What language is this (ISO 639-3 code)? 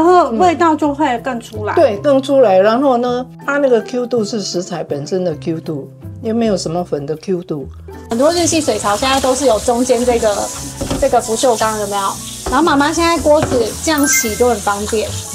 zho